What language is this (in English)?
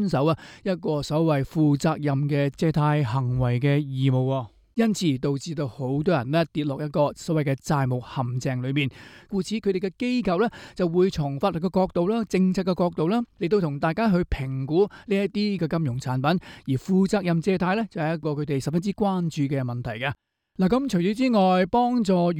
Cantonese